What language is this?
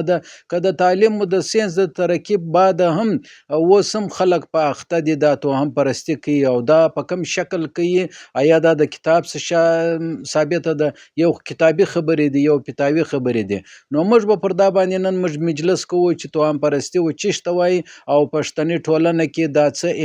Pashto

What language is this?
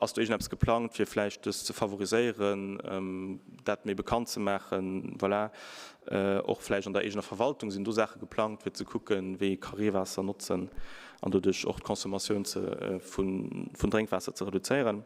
Luxembourgish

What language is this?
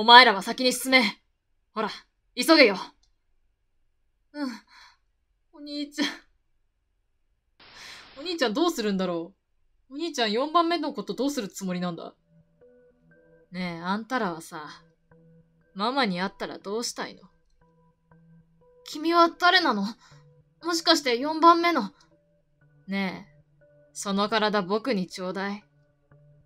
Japanese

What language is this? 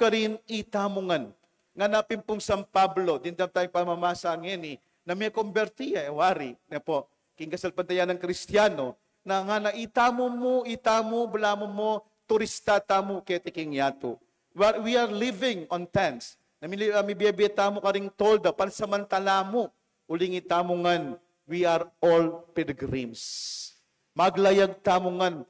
Pampanga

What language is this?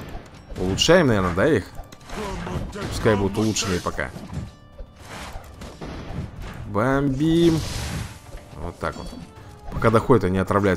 Russian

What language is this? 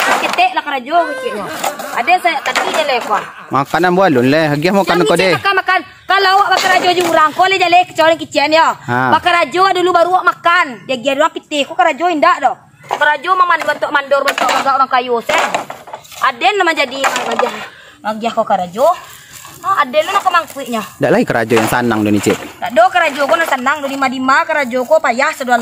Minangkabau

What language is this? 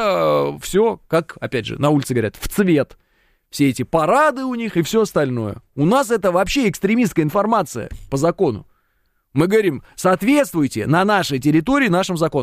Russian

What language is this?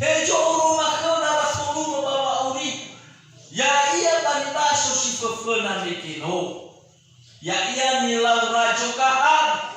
Nias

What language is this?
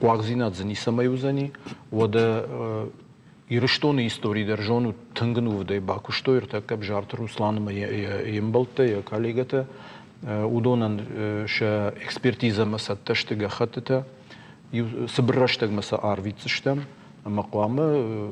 Ossetic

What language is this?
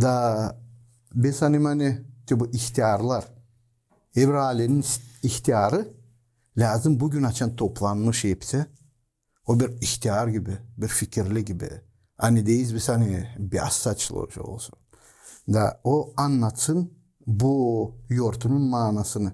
Gagauz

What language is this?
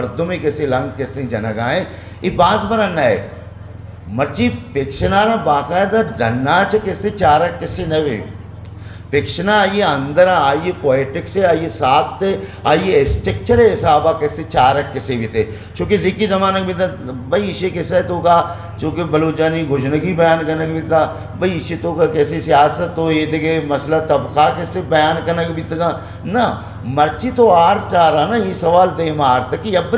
Eastern Balochi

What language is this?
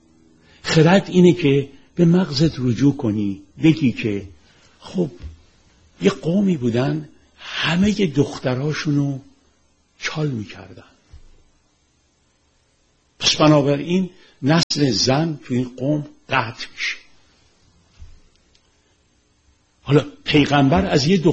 Persian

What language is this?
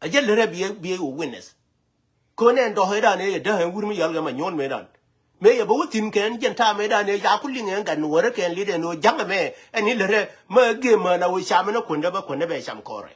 Nuer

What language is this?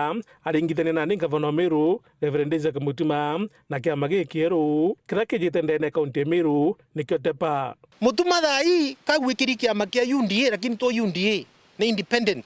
Meru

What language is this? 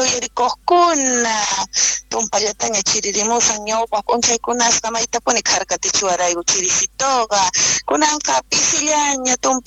South Bolivian Quechua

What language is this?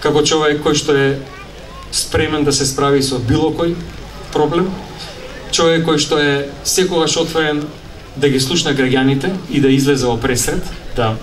Macedonian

